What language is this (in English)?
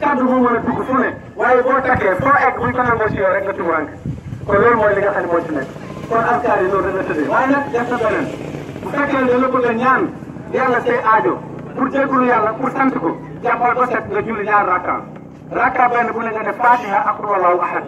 Wolof